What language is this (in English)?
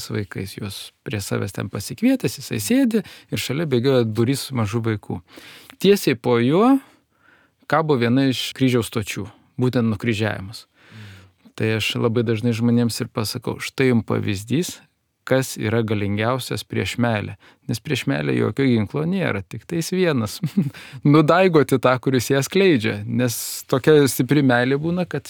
Lithuanian